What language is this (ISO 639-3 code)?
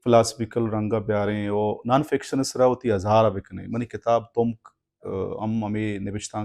bal